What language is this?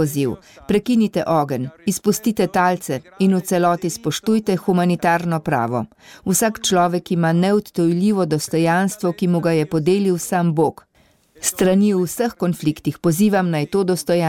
Slovenian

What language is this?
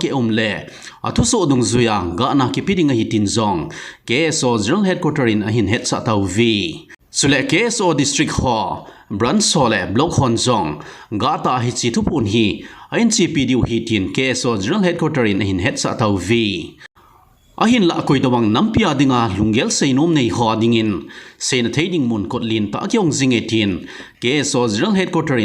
Thado Chin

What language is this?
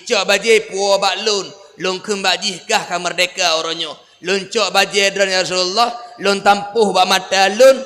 Achinese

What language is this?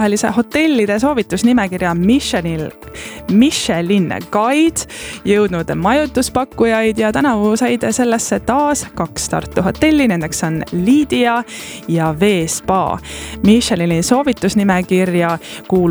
Estonian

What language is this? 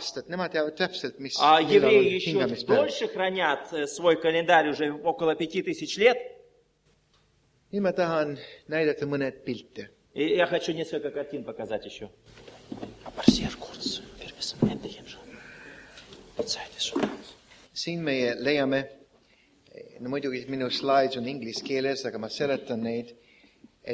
Estonian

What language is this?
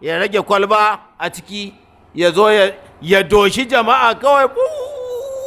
Hausa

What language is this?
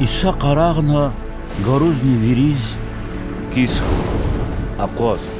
Lezghian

